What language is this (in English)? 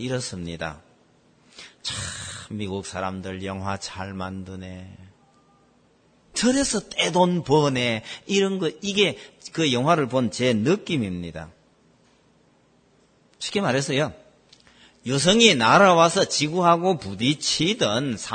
Korean